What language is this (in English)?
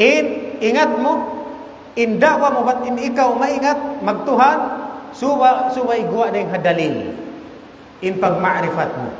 Tausug